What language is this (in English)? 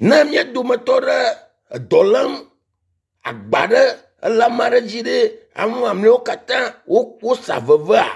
Ewe